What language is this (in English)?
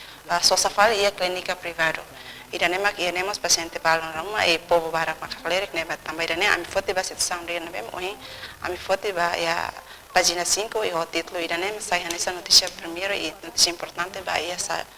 Tetum